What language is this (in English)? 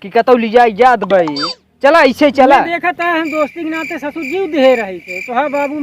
Awadhi